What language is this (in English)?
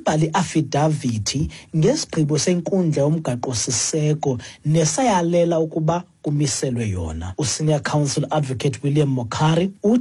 Xhosa